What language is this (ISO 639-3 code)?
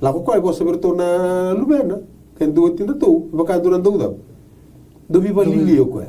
fij